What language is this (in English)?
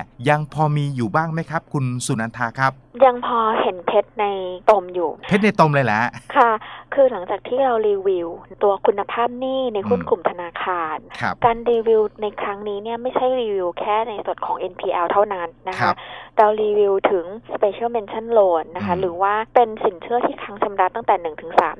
Thai